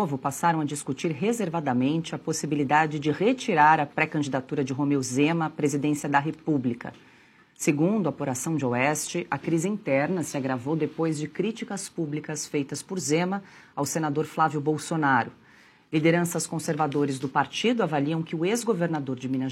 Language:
Portuguese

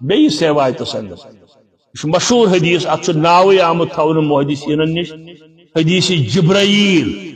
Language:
Kashmiri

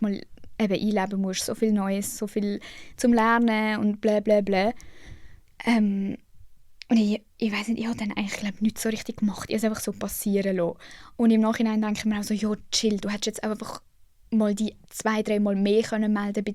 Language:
Swiss German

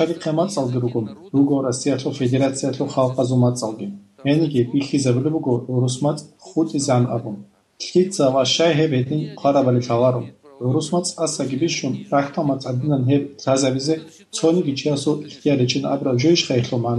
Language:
Avaric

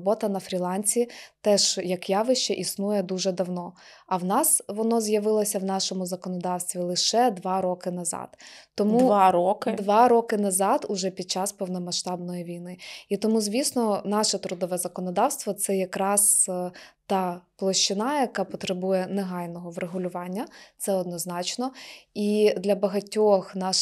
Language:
Ukrainian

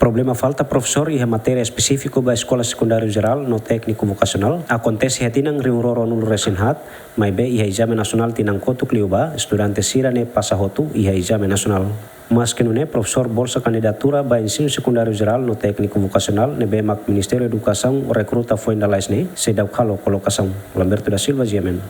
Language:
Tetum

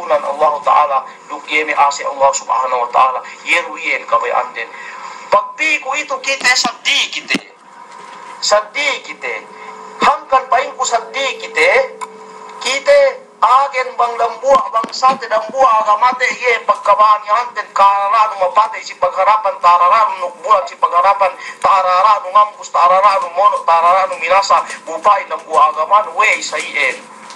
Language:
Yakan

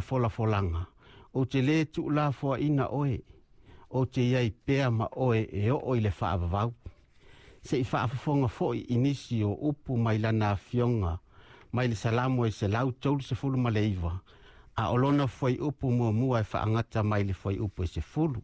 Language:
Samoan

